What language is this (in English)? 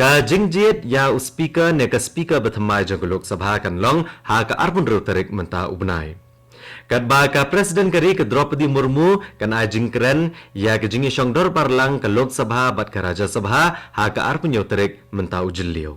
Khasi